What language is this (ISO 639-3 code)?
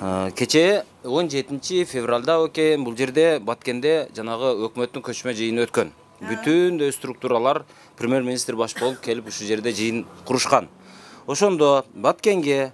kir